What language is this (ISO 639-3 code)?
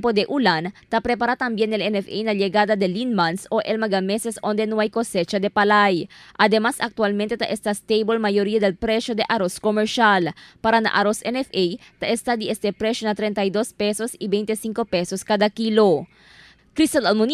cbk